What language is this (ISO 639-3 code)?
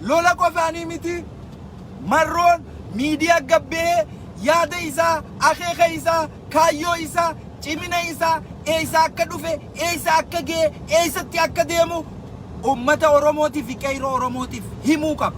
orm